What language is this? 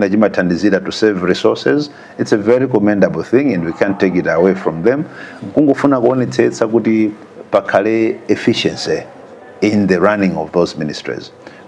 Nyanja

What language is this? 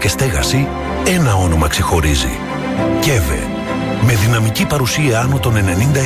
Greek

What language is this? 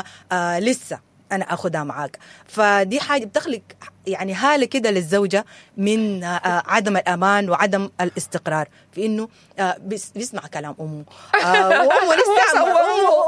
Sudanese Arabic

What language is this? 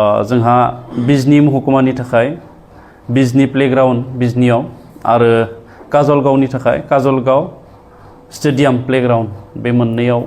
Bodo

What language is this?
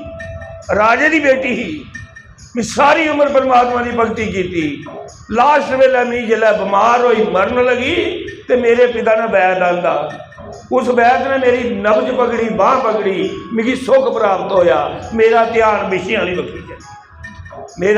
Dogri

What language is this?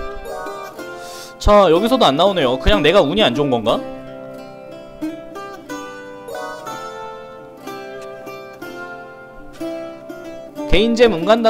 Korean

